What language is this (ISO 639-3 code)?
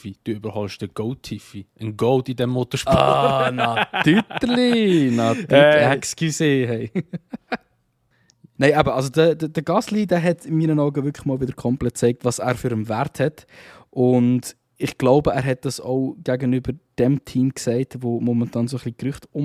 gsw